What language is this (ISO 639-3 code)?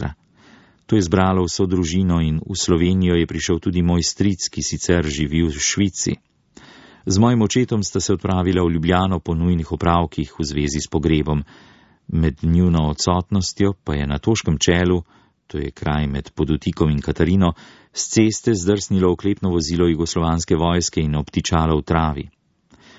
slv